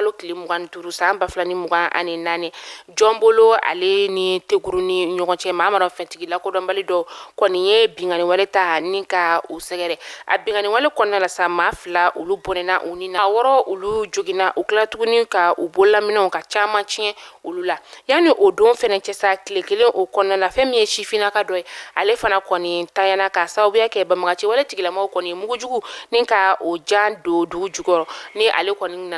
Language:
Bambara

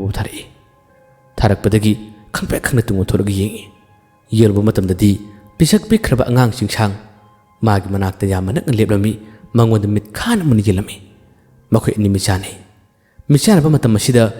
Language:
Manipuri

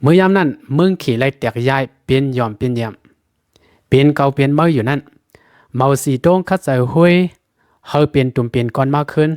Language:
Lao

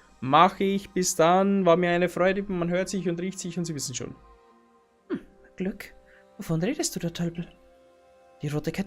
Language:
Bavarian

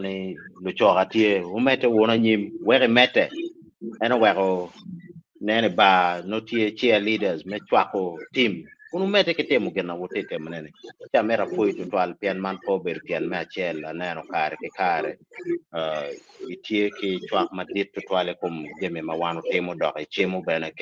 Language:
Acoli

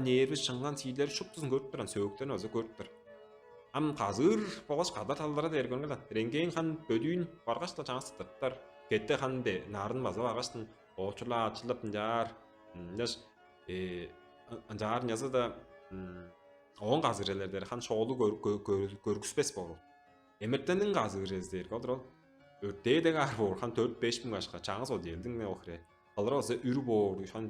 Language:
Tuvinian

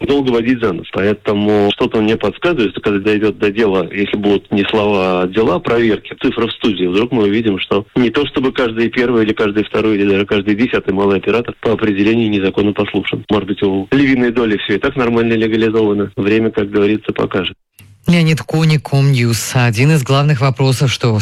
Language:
Russian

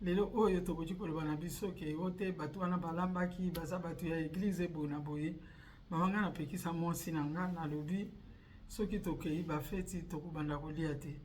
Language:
Lingala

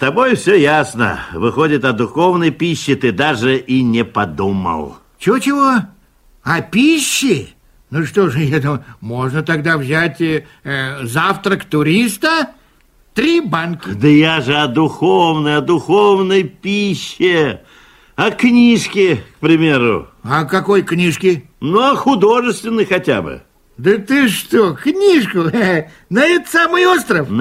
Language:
Russian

